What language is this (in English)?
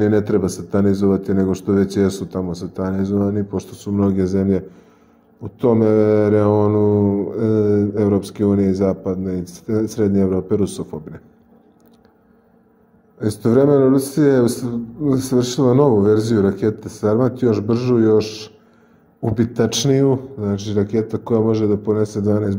Serbian